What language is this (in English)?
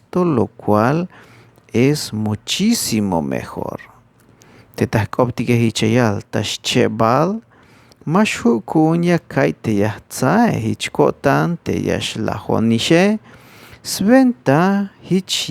Tzeltal